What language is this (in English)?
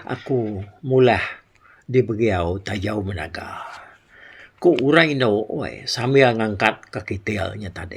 Iban